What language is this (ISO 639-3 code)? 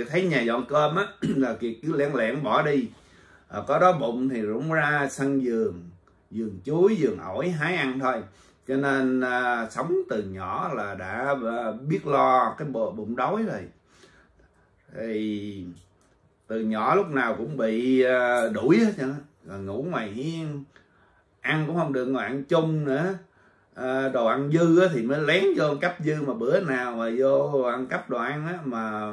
vie